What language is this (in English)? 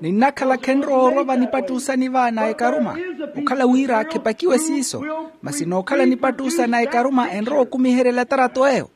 Makhuwa